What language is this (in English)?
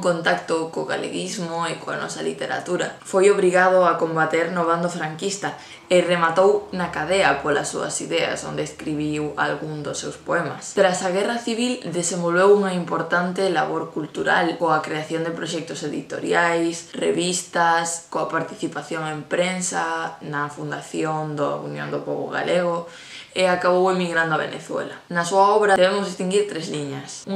Galician